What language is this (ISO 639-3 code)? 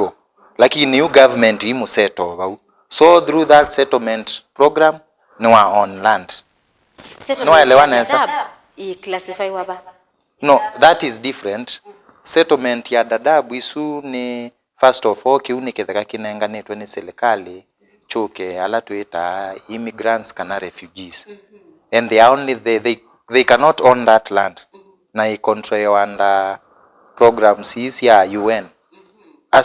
kam